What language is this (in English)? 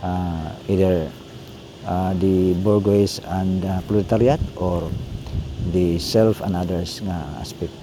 Cebuano